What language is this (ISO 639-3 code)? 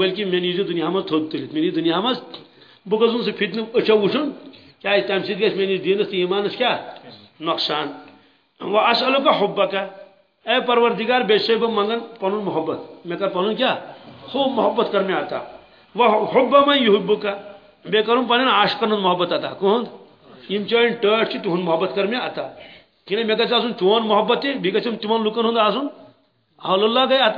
kas